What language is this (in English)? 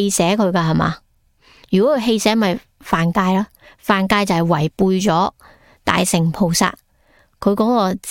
Cantonese